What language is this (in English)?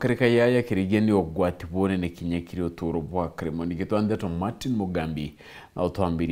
Meru